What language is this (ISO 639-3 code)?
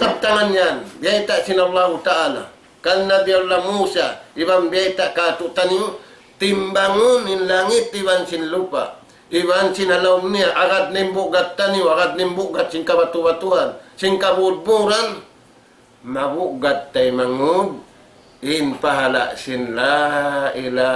tsg